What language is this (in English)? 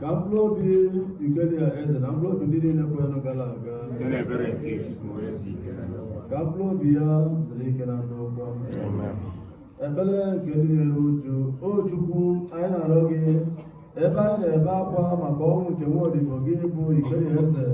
Igbo